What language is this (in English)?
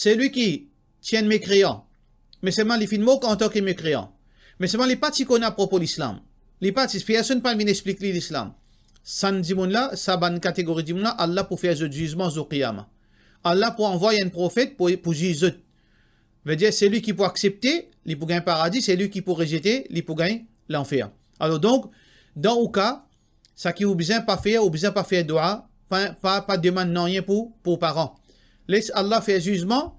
Morisyen